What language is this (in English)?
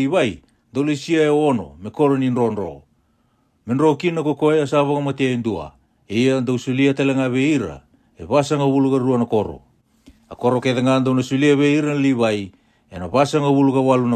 Fijian